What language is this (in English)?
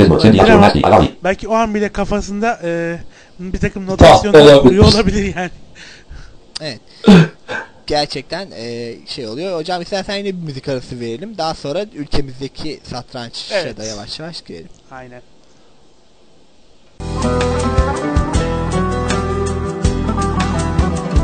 Turkish